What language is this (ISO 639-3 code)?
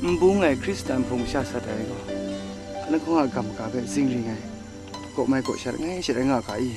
kac